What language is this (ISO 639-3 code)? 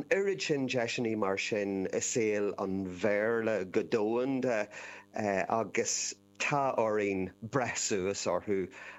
gle